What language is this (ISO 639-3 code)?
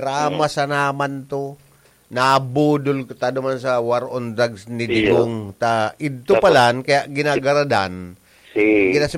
bik